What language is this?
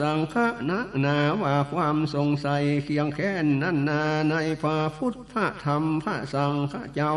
Northern Thai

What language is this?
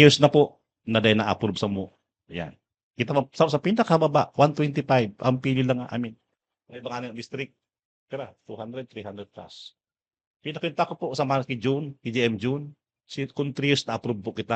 Bikol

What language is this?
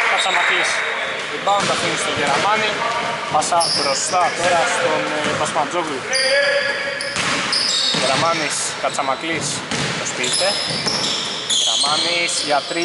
Greek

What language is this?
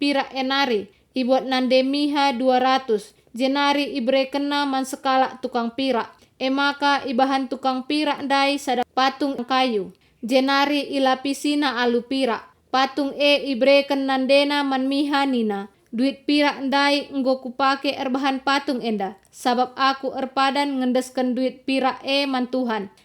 Batak Karo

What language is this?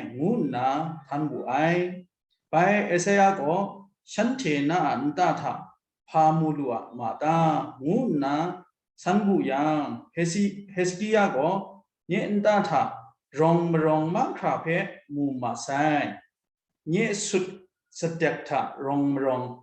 Kachin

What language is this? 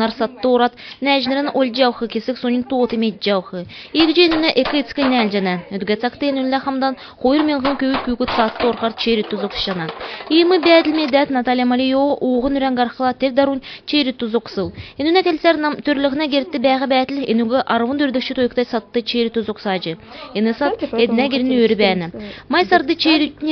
Kalmyk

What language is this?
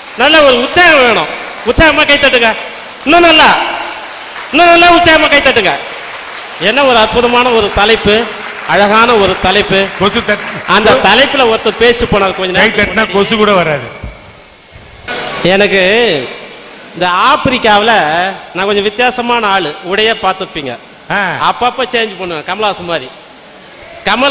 Tamil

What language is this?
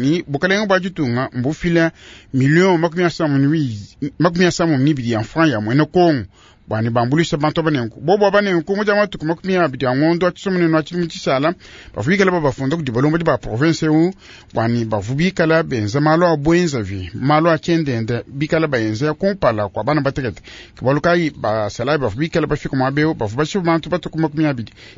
Luba-Lulua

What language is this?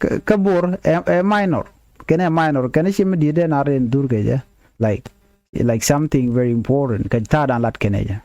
Nuer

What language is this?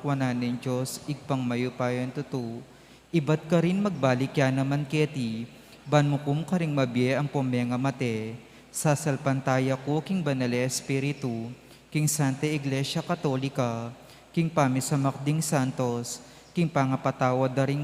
Pampanga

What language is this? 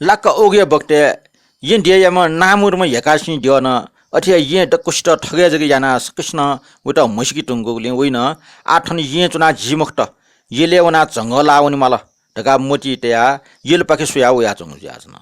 Newari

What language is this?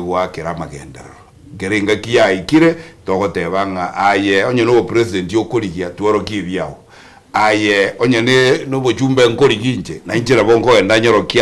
Gusii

